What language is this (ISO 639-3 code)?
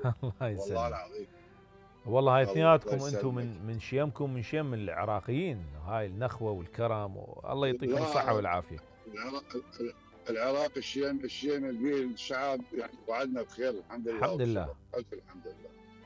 acm